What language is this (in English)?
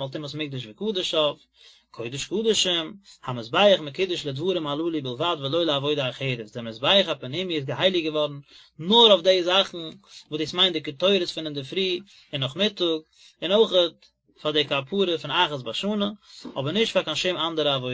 Yiddish